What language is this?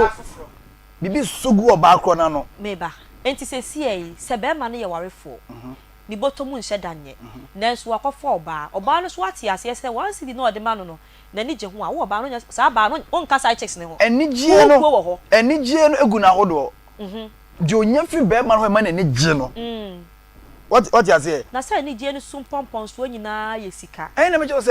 Akan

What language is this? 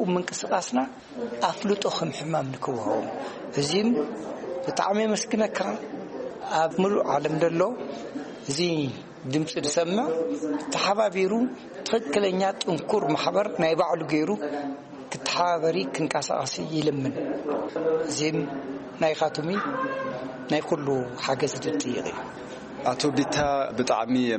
Tigrinya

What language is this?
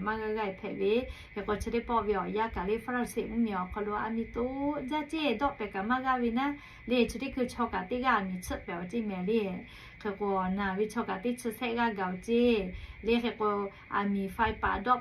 Lahu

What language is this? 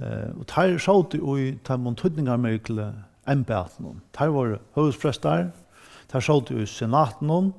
Faroese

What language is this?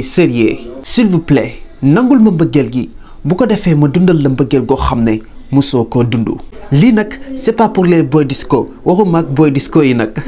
Wolof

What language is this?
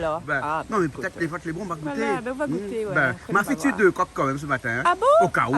Réunion Creole French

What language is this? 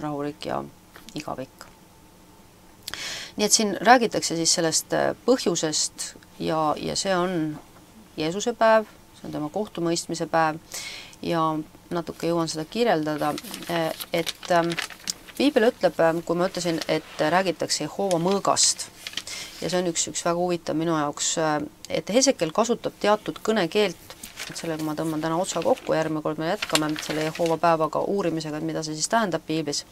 Estonian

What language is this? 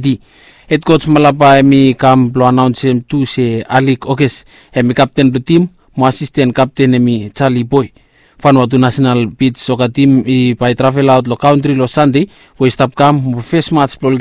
Bislama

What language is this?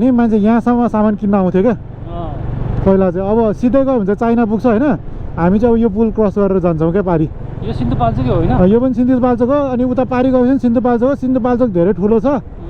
Nepali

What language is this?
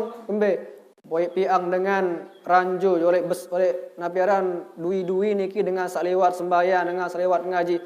Sasak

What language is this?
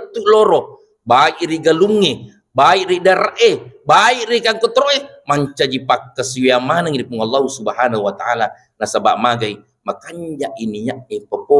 Buginese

